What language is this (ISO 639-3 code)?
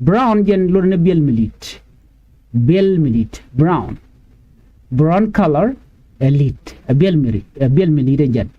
nus